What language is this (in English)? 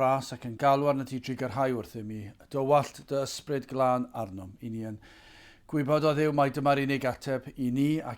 Welsh